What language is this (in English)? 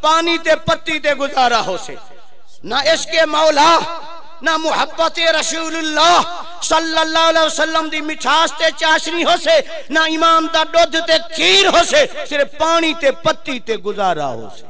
Saraiki